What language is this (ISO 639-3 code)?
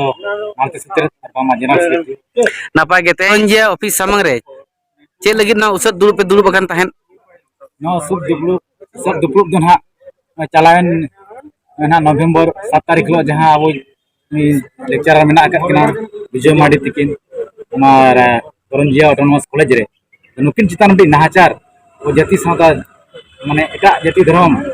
sat